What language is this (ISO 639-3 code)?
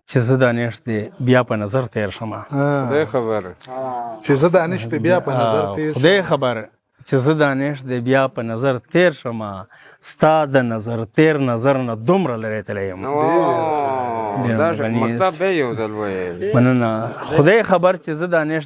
pus